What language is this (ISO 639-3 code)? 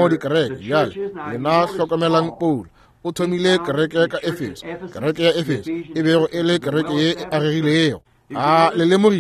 nso